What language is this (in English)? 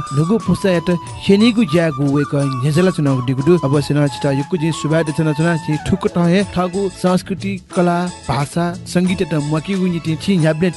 Newari